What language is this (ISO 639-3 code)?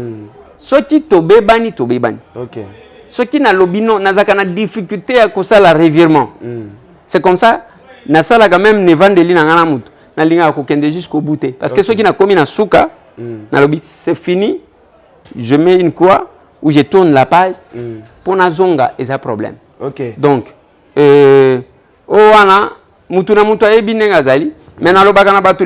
lin